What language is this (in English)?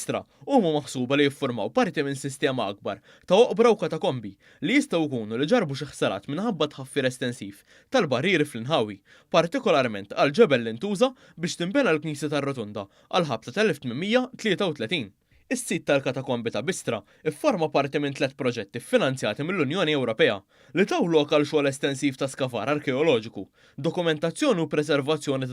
Maltese